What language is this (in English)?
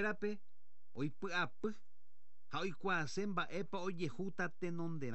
Guarani